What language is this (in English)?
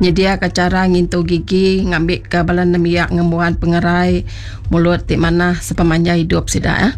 Iban